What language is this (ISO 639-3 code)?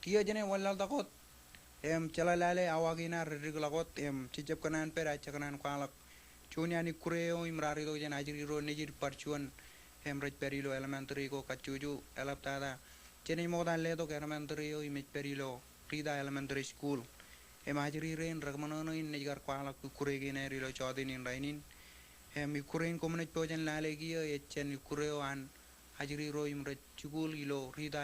mah